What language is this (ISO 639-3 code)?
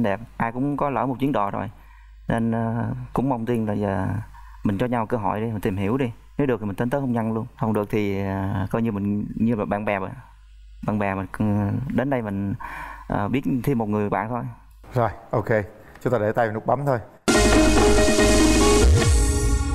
vie